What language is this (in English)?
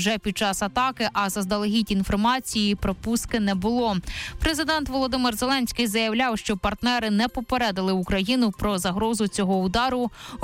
Ukrainian